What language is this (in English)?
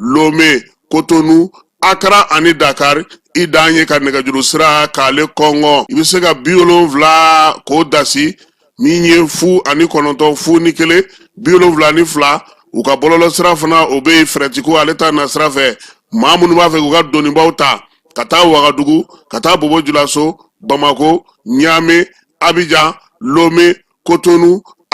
Bambara